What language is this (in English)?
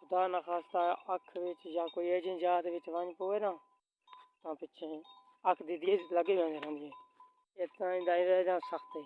Saraiki